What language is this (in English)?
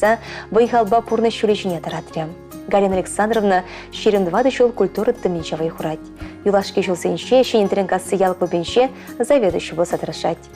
Chuvash